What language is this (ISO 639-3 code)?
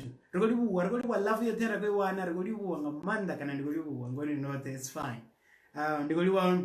ven